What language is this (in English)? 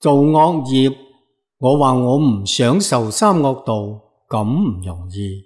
Cantonese